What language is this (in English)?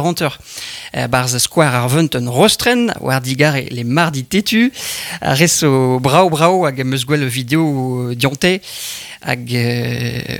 Breton